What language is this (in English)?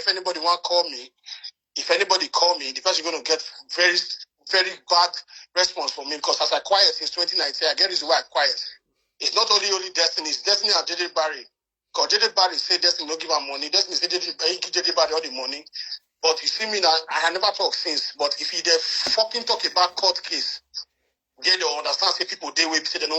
Nigerian Pidgin